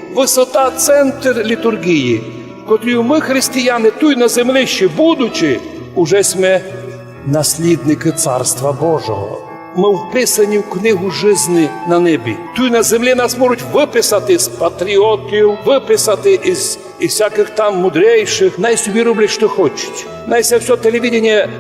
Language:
Rusyn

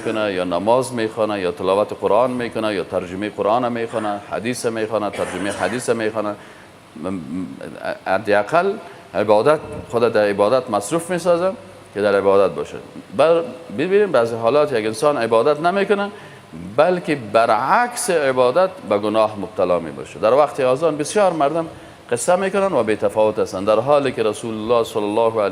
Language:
Persian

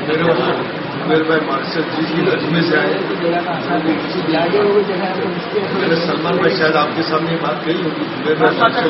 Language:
Urdu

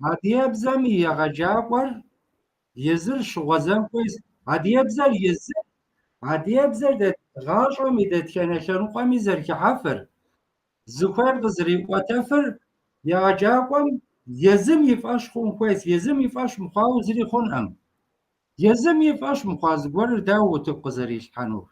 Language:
Kabardian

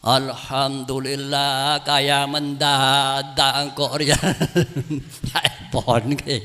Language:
Madurese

